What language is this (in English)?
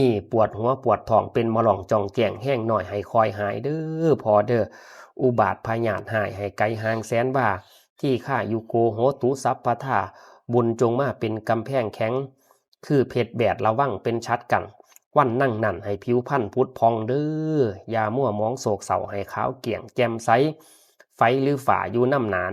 Lao